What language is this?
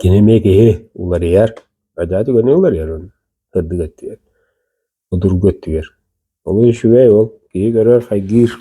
Yakut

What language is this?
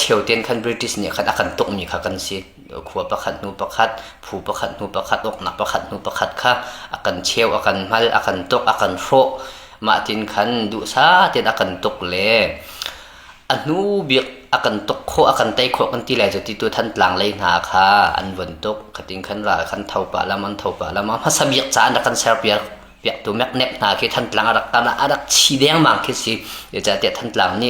Hakha Chin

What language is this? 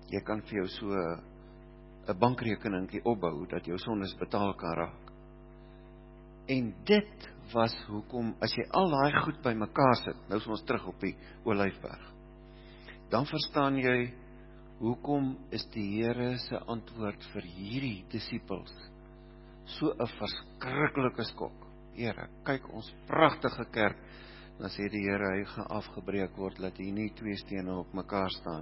Afrikaans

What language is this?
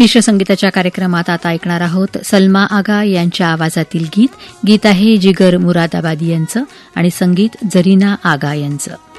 Marathi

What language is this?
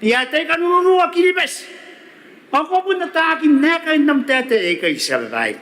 Gilbertese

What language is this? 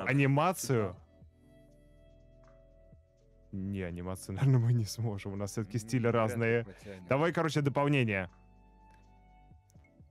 Russian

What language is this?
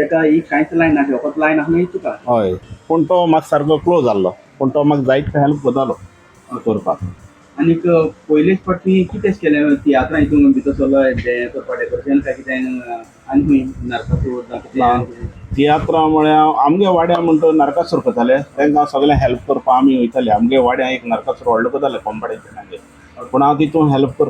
Konkani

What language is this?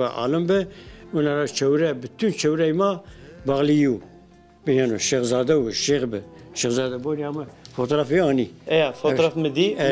Zaza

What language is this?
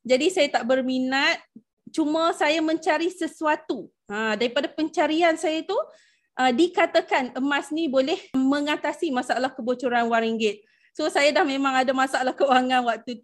Malay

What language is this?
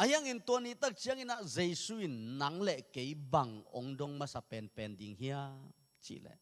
Tedim Chin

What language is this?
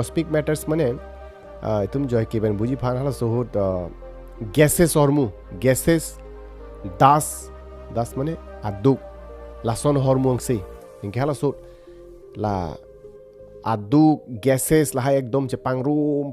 Karbi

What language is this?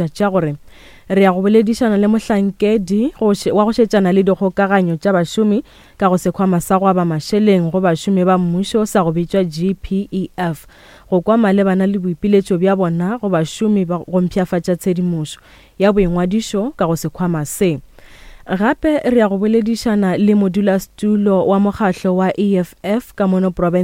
Northern Sotho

